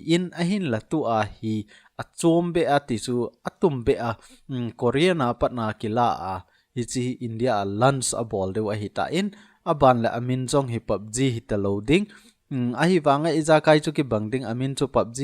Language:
Thado Chin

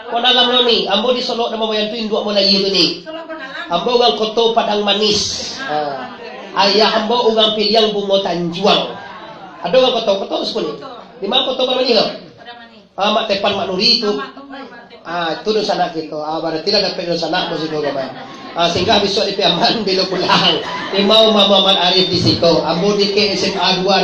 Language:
Minangkabau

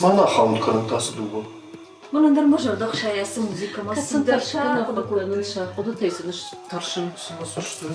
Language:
Ossetic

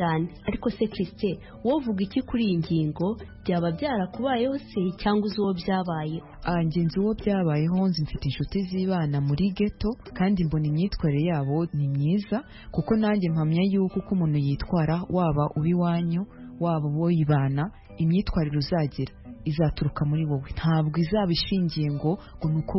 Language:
Kinyarwanda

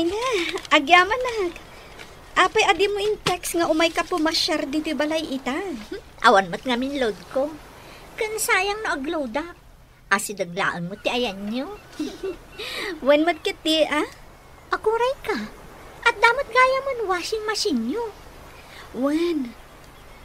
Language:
Iloko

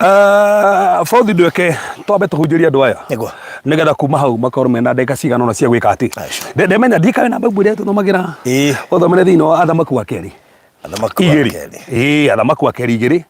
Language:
Kikuyu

